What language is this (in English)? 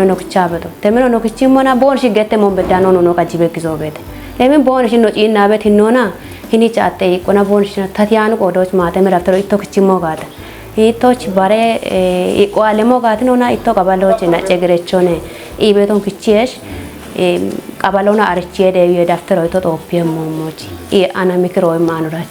Kafa